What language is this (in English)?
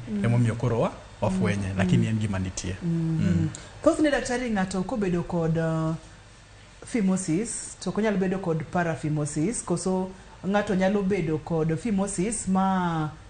Luo (Kenya and Tanzania)